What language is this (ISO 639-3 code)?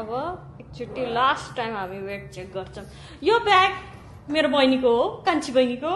nep